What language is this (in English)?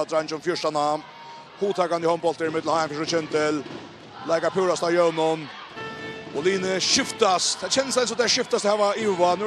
Faroese